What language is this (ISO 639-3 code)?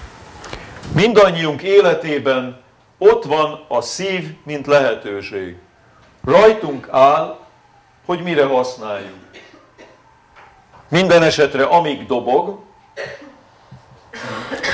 hun